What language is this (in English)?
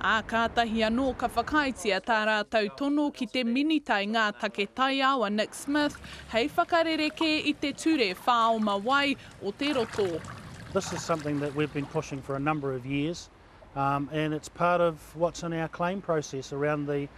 Māori